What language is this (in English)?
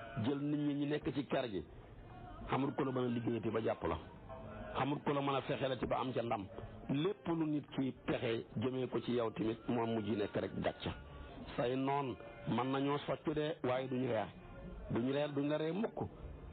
Wolof